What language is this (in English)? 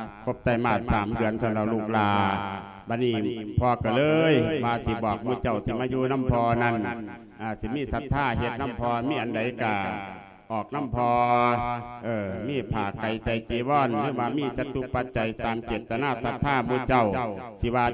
Lao